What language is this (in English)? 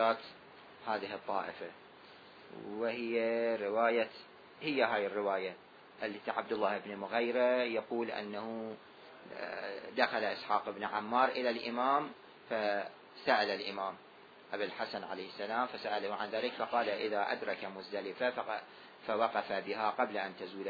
Arabic